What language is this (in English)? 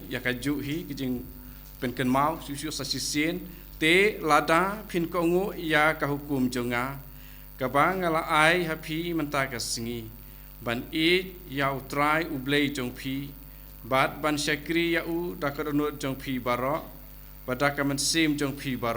Khasi